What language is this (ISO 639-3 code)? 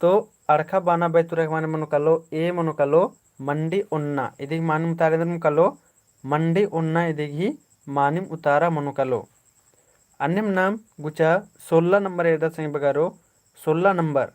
kru